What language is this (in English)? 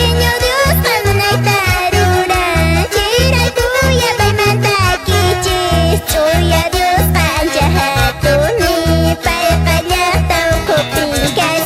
Quechua